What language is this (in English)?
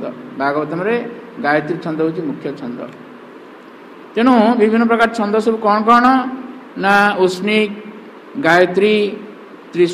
Odia